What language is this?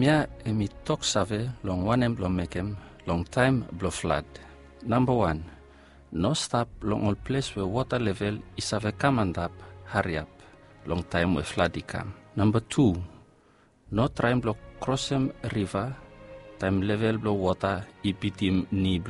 Bislama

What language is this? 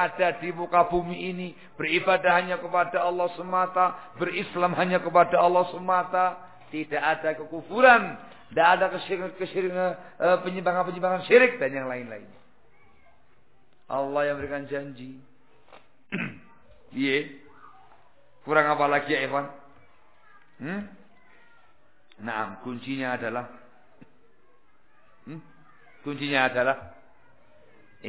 Indonesian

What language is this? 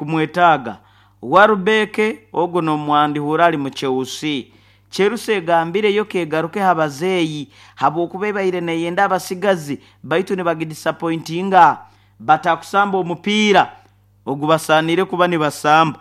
Nyoro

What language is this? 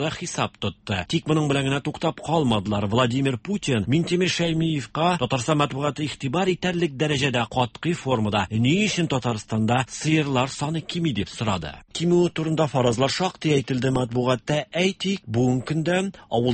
Tatar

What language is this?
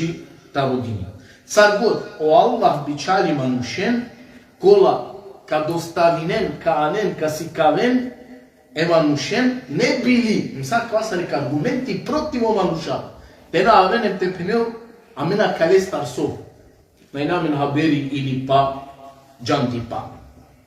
Balkan Romani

